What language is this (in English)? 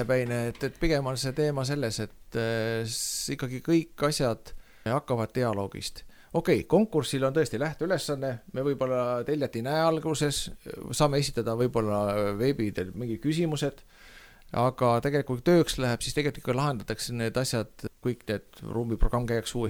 Estonian